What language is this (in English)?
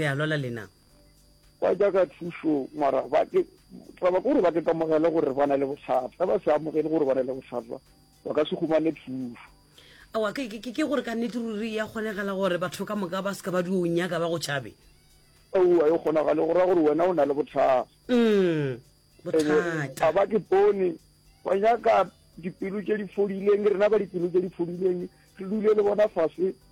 Northern Sotho